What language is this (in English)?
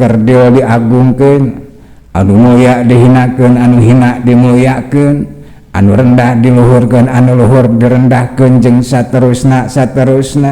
Sundanese